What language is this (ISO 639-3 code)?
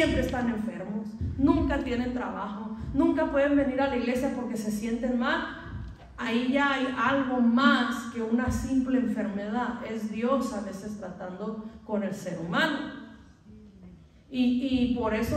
spa